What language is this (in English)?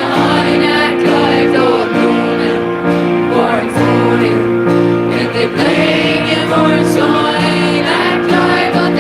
Plautdietsch